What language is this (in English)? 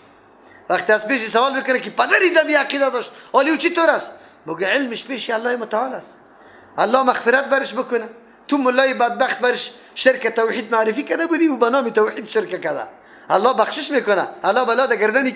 Persian